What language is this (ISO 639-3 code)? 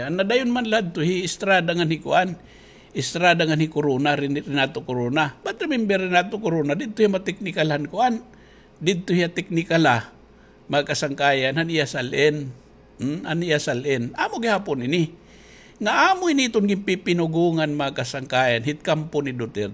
war